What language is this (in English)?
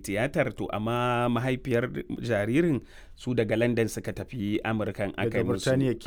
Hausa